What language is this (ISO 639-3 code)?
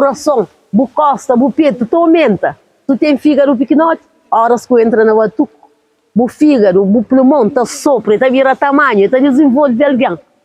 kea